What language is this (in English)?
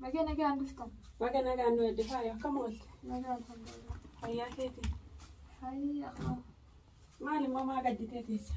Oromo